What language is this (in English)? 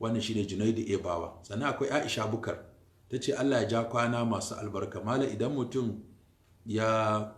Hausa